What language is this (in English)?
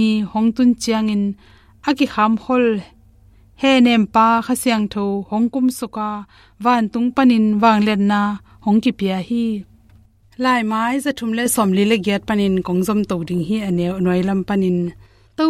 Tedim Chin